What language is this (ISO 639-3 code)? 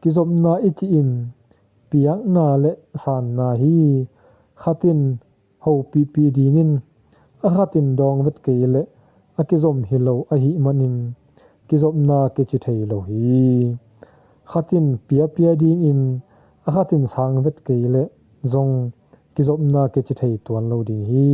ctd